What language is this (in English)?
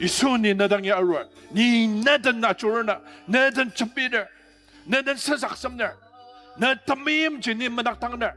Ao Naga